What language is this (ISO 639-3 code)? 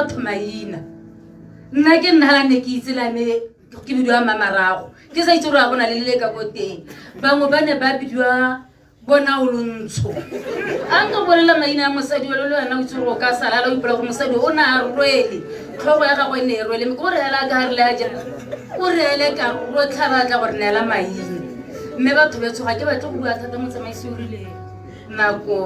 tsn